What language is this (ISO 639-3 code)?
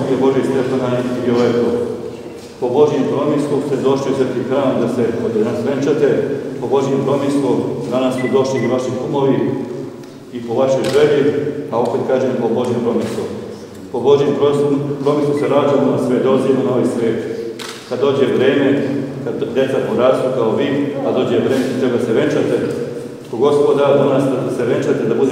srp